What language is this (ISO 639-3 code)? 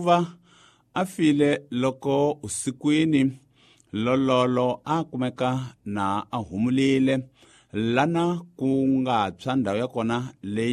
tso